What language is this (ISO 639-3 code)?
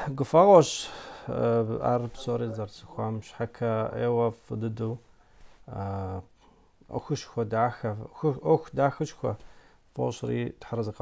kbd